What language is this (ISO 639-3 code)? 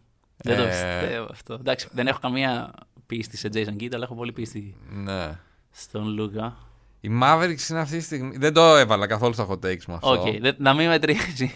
ell